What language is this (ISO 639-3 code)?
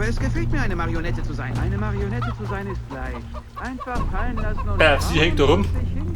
bar